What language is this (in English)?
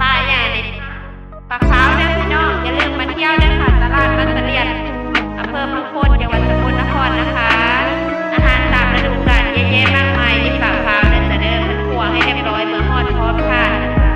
Northeastern Thai